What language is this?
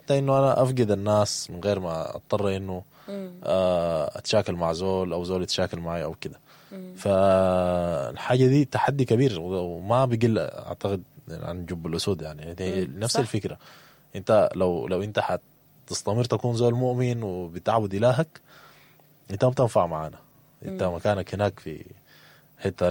Sudanese Arabic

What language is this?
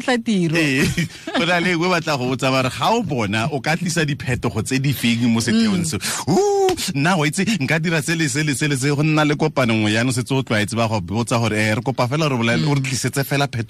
Tswana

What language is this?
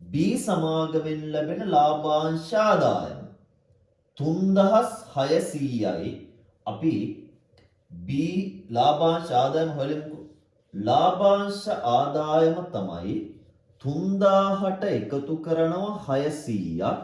Sinhala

